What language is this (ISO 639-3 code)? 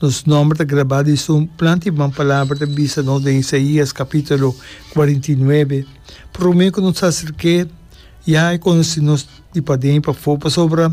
pap